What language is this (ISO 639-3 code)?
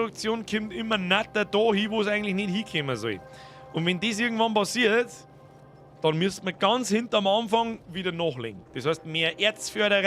bar